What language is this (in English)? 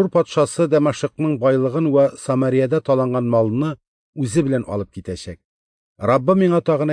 Tatar